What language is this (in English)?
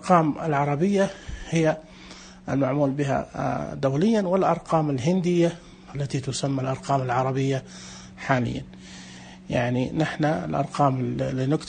Najdi Arabic